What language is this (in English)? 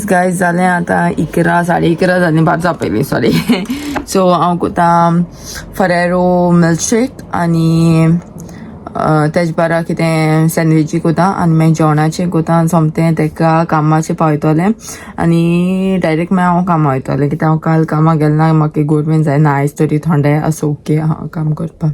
Konkani